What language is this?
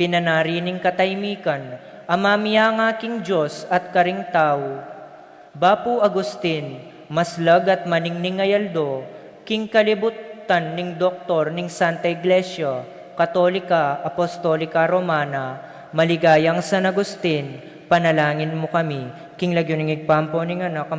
Pampanga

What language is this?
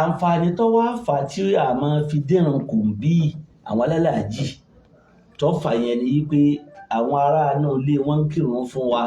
Yoruba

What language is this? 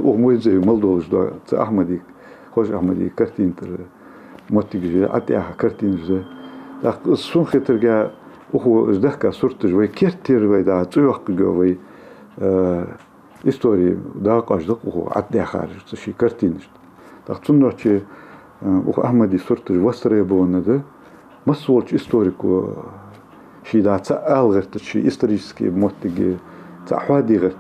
Ingush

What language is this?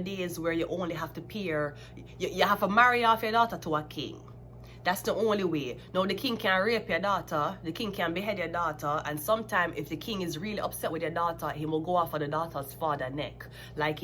Jamaican Creole English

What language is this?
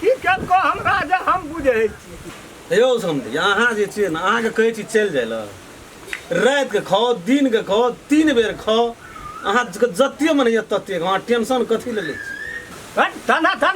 Maithili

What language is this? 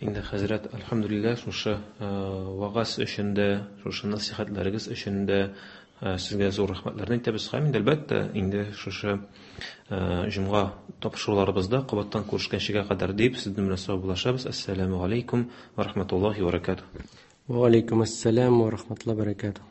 Tatar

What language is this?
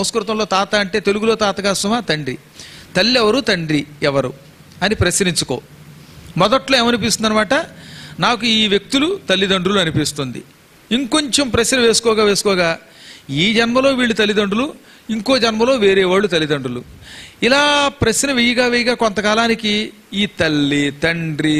Telugu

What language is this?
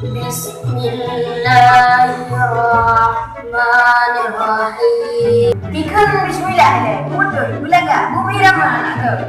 Achinese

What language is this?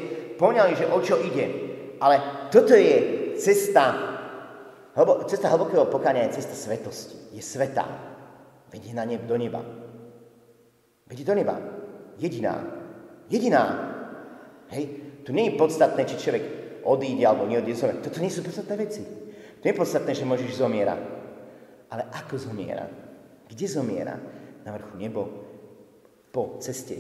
Slovak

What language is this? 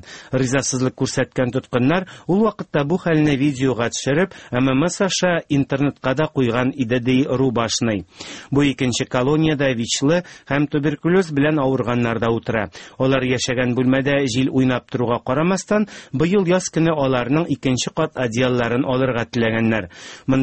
Tatar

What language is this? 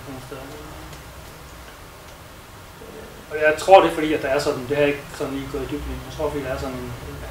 Danish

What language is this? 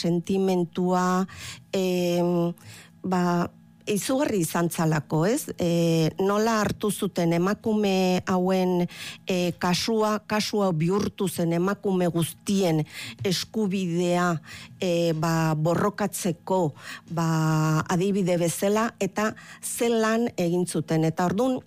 Basque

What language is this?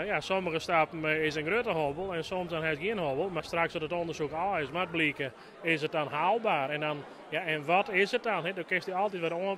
Western Frisian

